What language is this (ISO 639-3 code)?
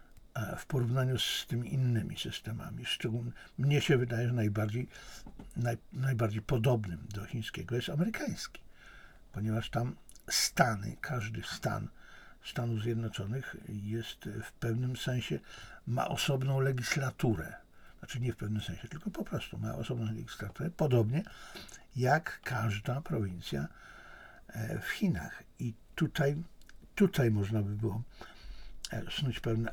pol